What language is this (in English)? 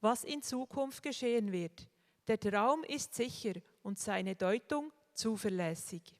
Swiss German